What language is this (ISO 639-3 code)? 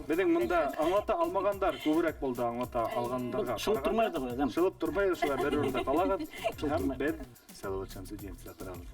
bak